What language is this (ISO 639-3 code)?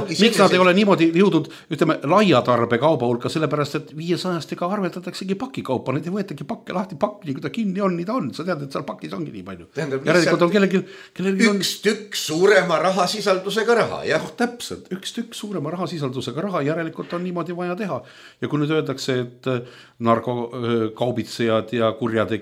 est